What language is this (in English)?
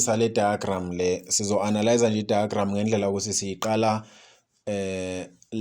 Zulu